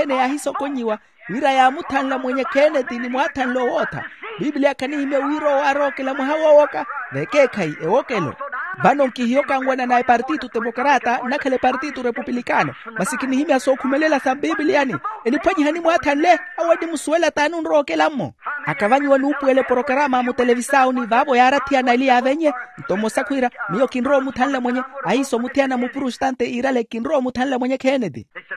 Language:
Makhuwa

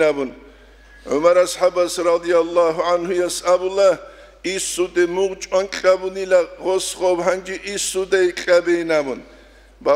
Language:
Avaric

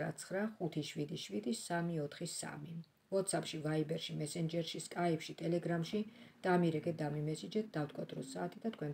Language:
Georgian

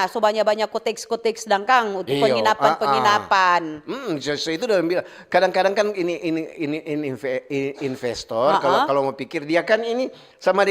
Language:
Manado Malay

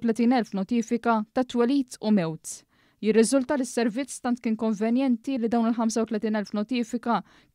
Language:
Maltese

